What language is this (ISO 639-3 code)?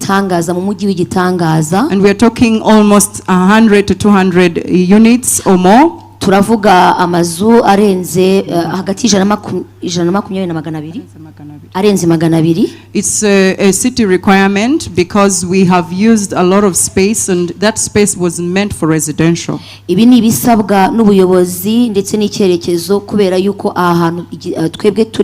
kin